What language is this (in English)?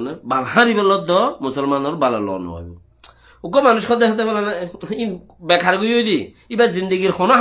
Rohingya